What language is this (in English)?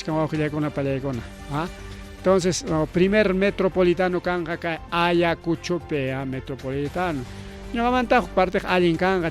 Ayacucho Quechua